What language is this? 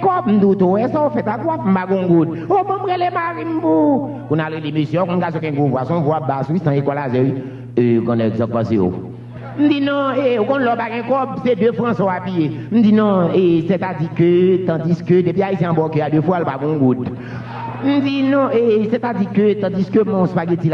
Haitian Creole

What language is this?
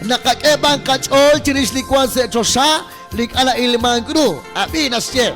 Kekchí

